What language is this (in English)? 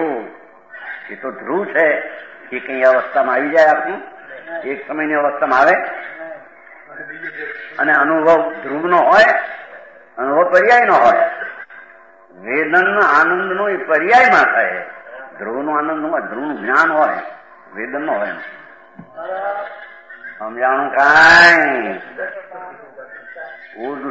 Gujarati